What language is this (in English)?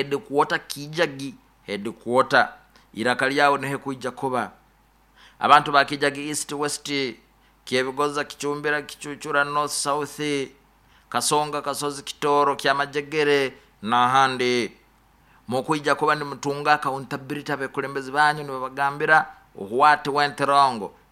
Nyoro